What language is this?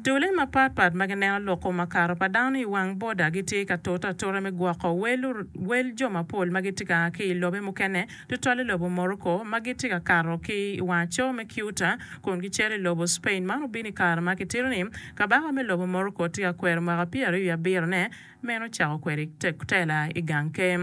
Acoli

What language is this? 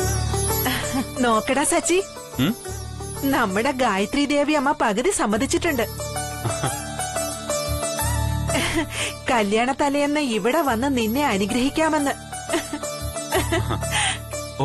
Malayalam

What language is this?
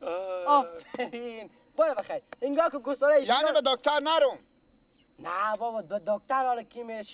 Persian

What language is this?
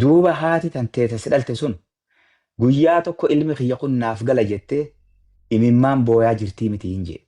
Oromo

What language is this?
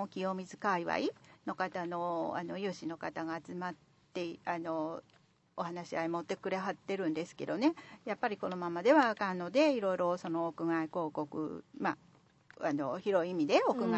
Japanese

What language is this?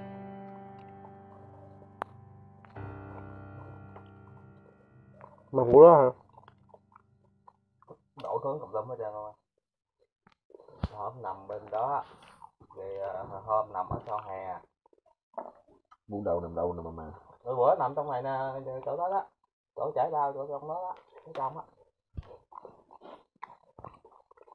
Vietnamese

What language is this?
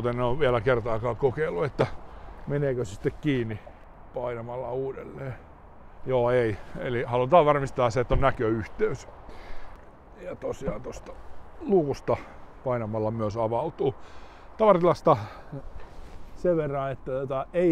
Finnish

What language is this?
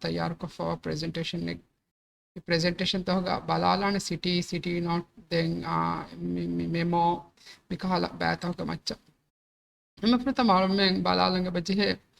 Divehi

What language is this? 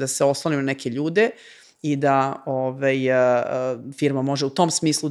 Serbian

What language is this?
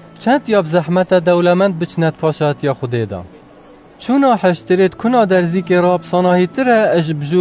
Kurdish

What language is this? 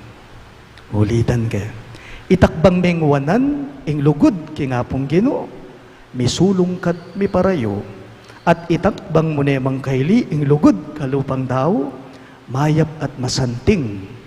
Pampanga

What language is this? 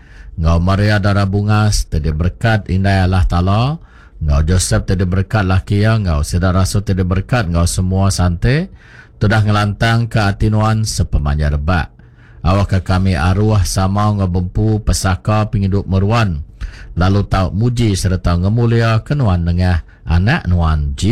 Iban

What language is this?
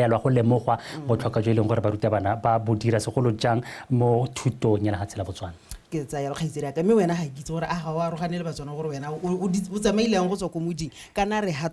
Tswana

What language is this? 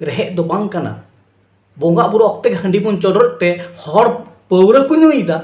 Santali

